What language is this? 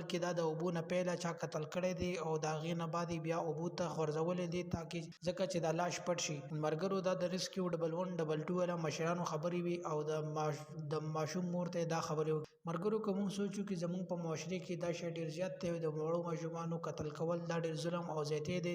Pashto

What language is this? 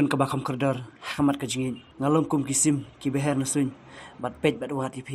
Khasi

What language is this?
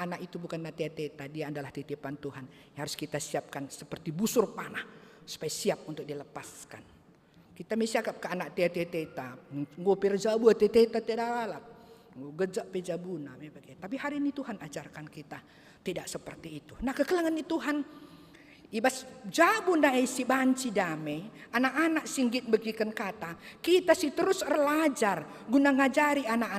Batak Karo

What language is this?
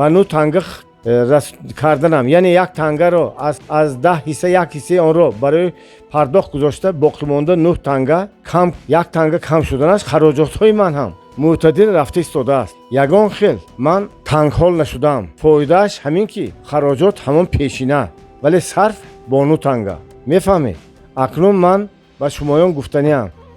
Tajik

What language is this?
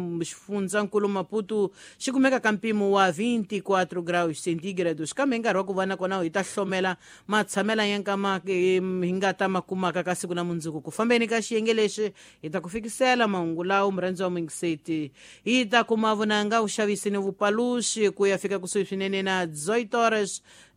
Tsonga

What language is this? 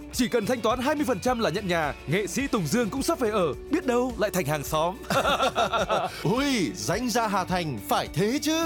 Vietnamese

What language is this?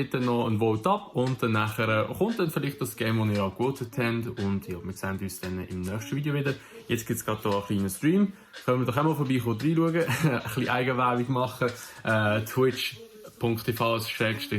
Swiss German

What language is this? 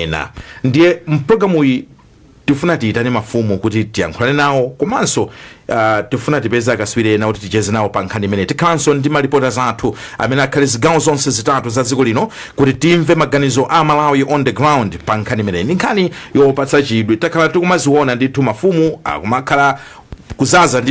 Nyanja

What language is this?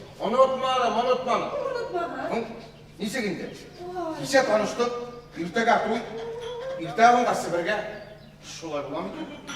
Bashkir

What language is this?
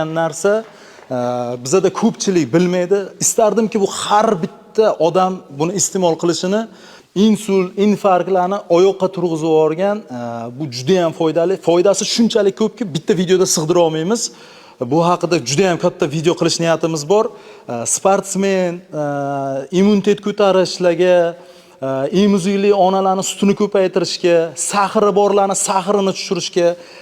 Uzbek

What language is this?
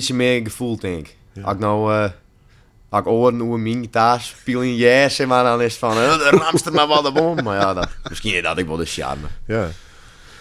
Western Frisian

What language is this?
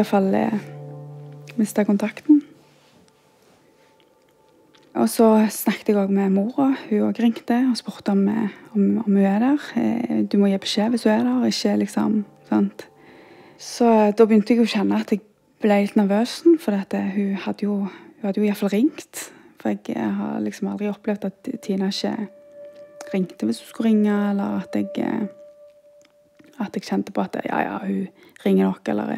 Norwegian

